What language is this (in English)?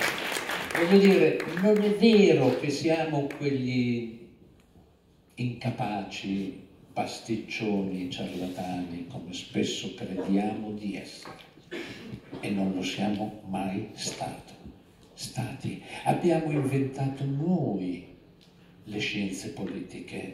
Italian